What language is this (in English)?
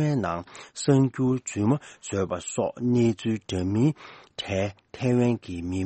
Tibetan